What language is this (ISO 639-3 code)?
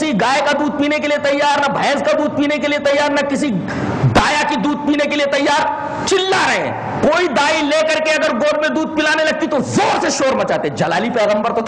urd